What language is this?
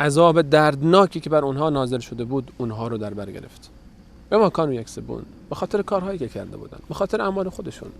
Persian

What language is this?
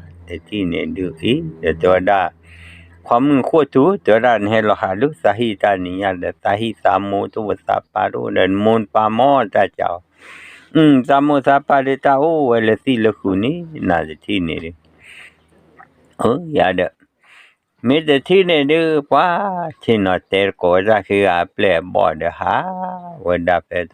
S'gaw Karen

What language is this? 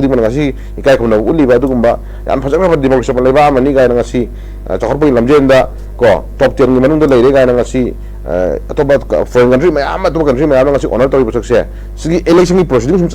Manipuri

